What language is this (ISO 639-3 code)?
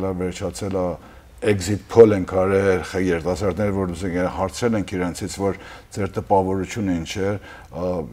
hyw